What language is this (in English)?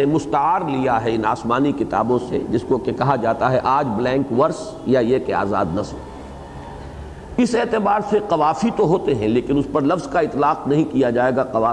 Urdu